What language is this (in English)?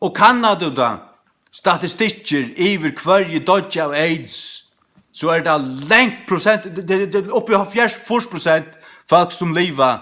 Faroese